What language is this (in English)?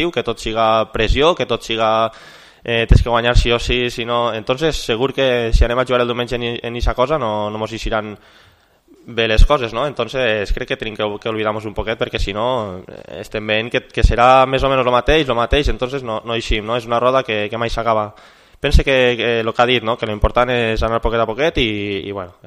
Catalan